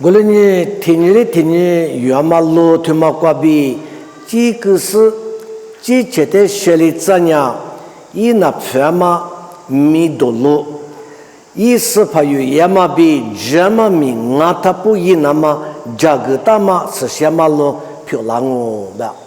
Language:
Lisu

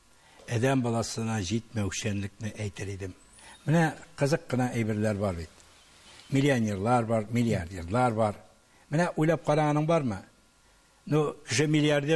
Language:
Tatar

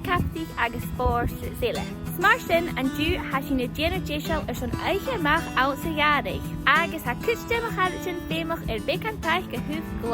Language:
Scottish Gaelic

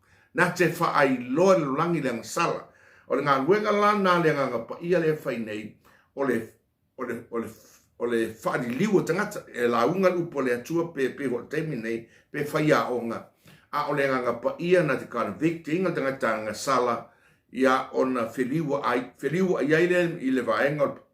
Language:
Samoan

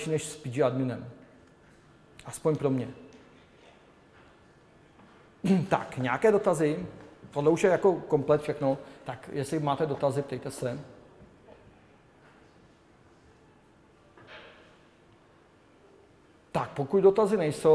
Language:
Czech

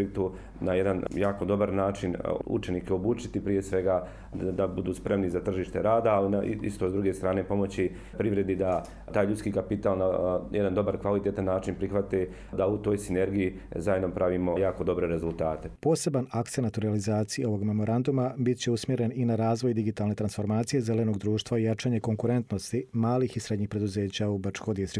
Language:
Serbian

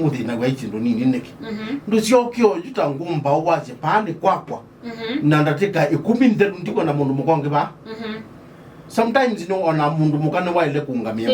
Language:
Kamba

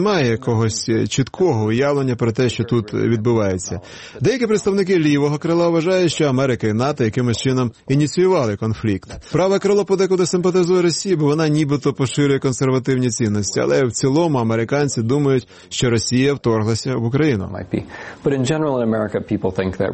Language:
Ukrainian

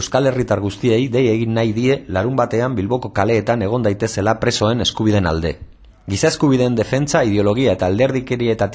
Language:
Basque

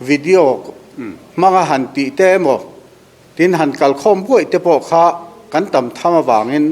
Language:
Mizo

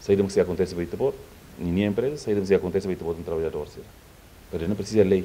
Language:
Tetum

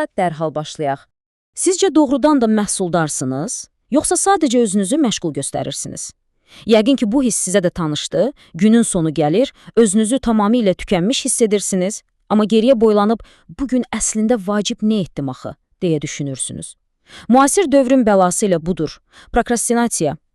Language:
Azerbaijani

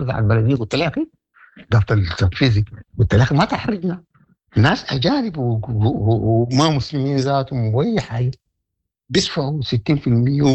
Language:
Sudanese Arabic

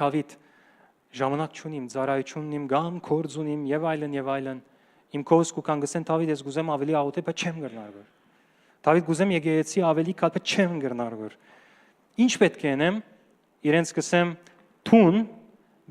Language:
Western Armenian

